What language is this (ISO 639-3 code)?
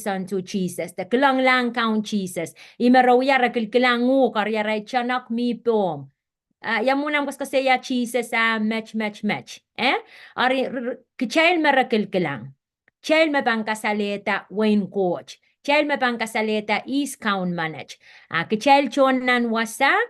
pon